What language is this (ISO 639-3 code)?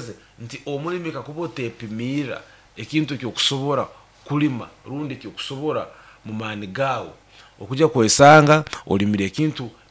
nyo